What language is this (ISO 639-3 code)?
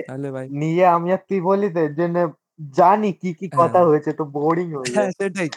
ben